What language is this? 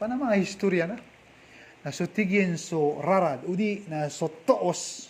Maranao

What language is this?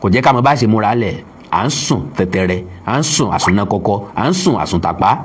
Yoruba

